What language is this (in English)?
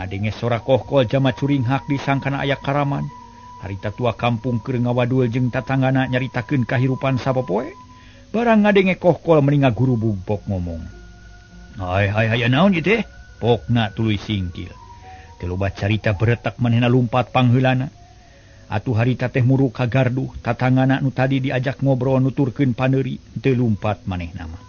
Sundanese